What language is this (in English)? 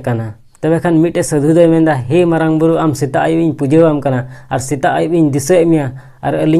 Santali